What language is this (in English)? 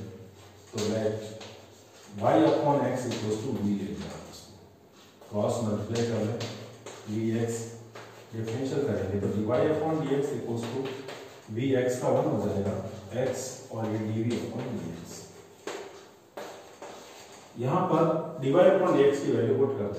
Hindi